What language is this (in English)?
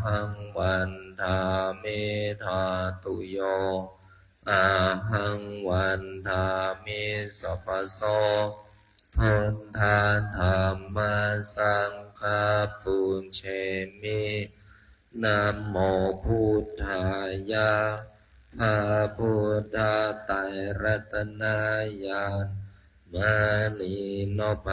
Pali